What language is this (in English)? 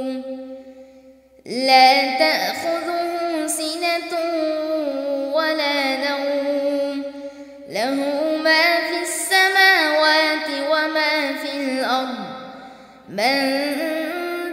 Arabic